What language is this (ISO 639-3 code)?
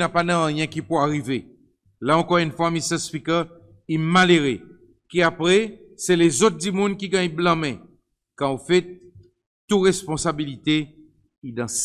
crs